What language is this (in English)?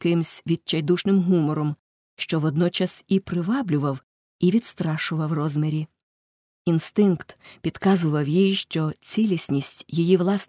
Ukrainian